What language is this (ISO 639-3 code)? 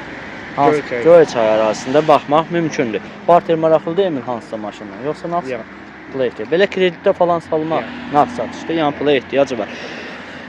aze